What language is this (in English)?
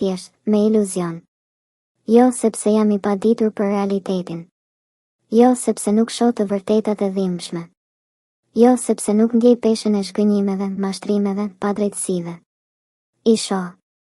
Albanian